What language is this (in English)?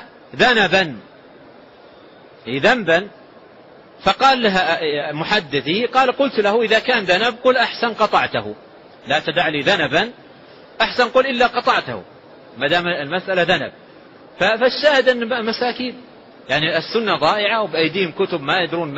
Arabic